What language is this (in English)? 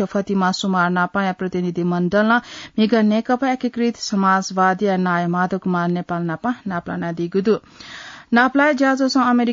Newari